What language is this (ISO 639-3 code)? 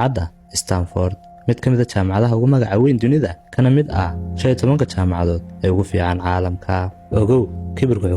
som